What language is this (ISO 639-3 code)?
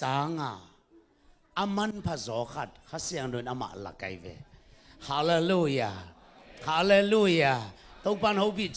ctd